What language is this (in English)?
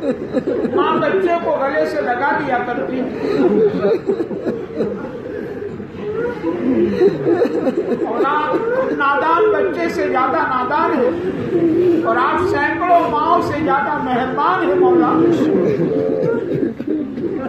Urdu